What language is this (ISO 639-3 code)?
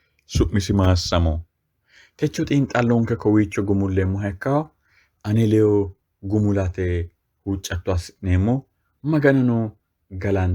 sid